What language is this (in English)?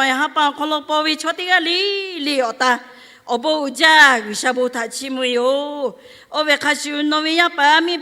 Lahu